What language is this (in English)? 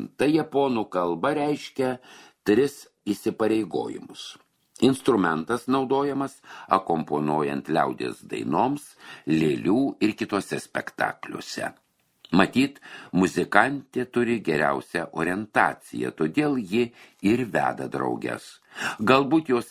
Lithuanian